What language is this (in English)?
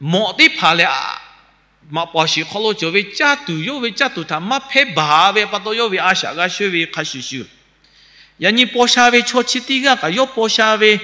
Lahu